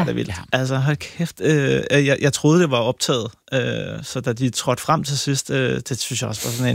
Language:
Danish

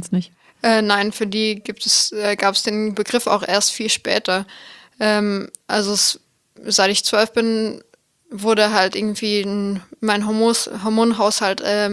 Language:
German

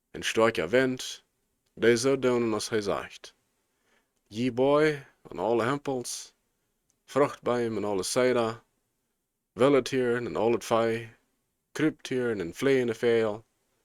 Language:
Plautdietsch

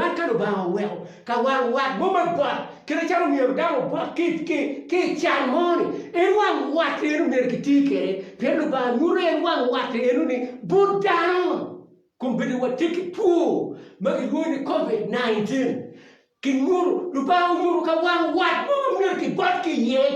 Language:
Acoli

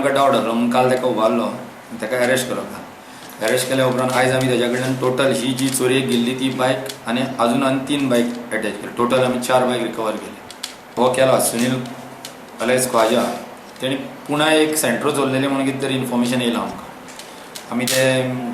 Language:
Konkani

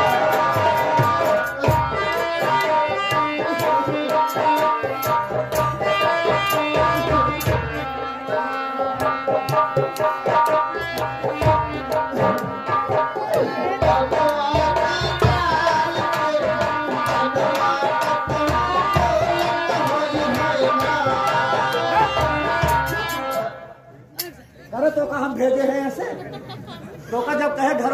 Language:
Bhojpuri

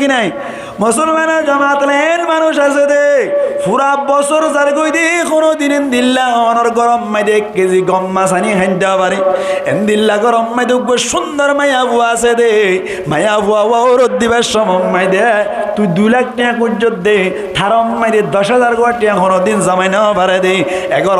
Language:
Rohingya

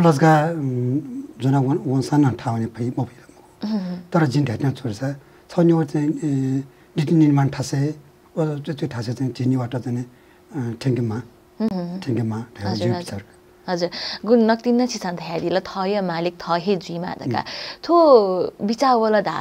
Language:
Newari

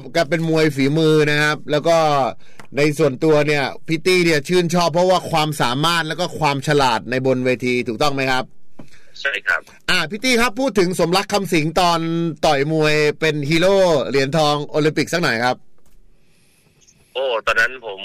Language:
Thai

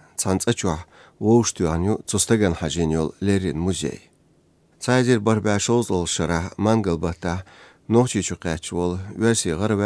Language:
Chechen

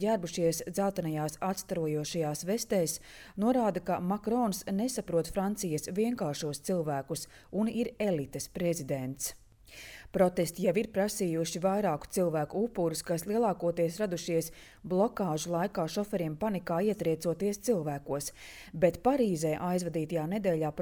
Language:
Latvian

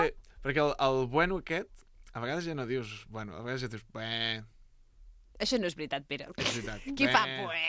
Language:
Catalan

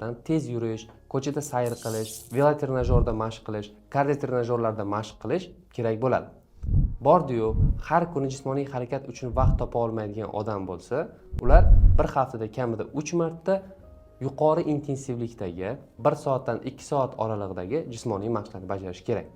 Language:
Uzbek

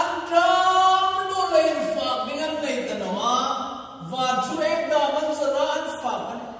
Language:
Hmar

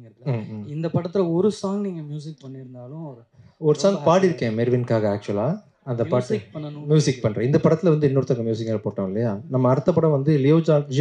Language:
Tamil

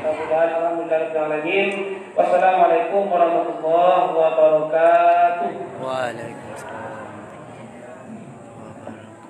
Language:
Minangkabau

